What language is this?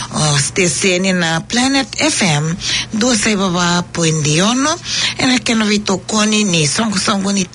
Fijian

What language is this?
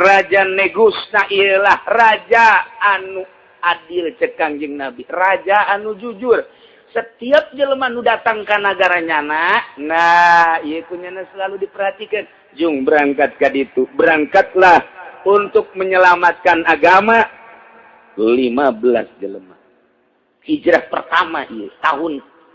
Sundanese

